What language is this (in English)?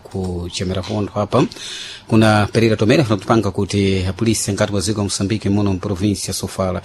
Sena